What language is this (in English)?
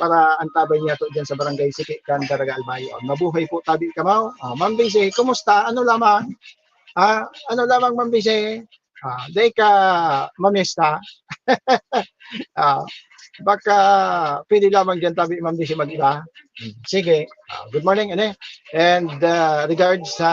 Bikol